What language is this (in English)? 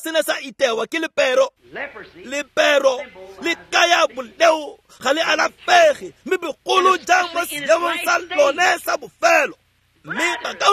Tswana